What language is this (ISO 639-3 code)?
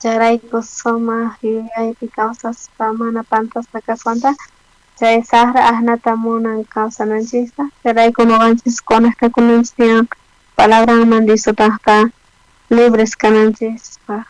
quh